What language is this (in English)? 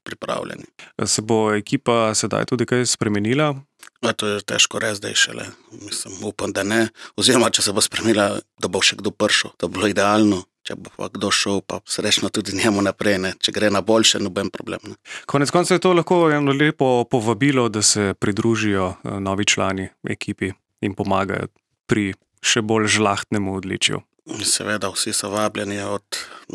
Slovenian